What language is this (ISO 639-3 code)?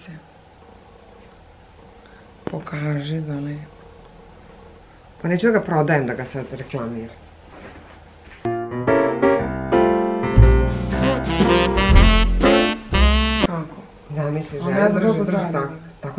hrv